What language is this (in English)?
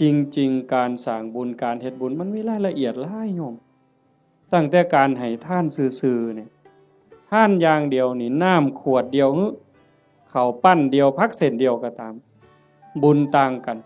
Northeastern Thai